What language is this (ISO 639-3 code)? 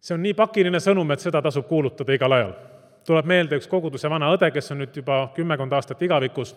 est